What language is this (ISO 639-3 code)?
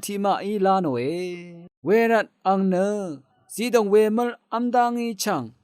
raw